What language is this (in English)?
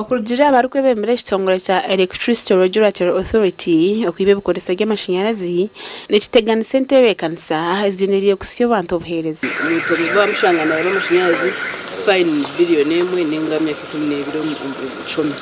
Nyankole